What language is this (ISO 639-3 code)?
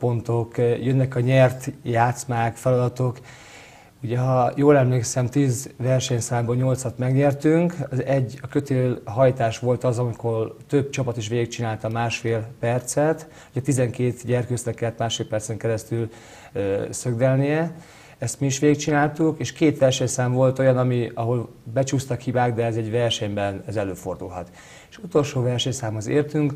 hun